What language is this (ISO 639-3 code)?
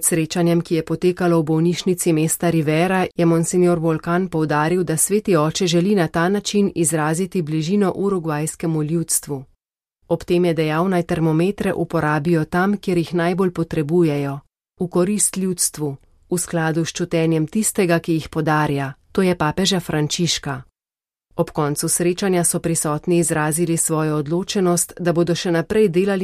slv